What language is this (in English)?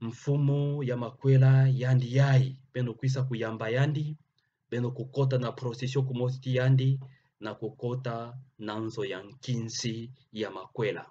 Kituba (Democratic Republic of Congo)